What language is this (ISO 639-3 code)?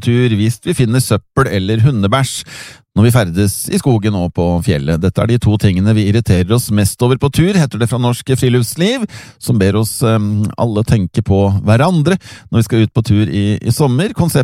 nor